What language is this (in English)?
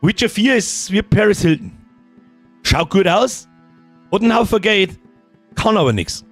Bavarian